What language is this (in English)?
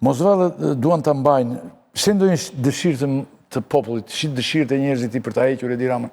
Albanian